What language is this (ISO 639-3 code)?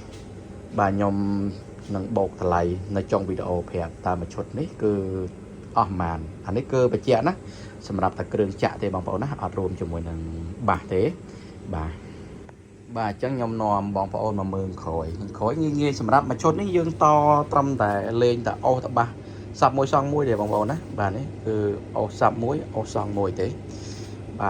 khm